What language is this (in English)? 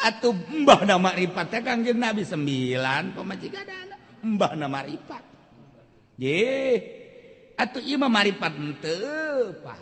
Sundanese